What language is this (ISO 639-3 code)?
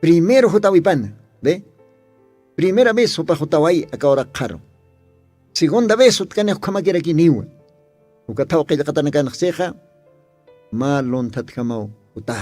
aym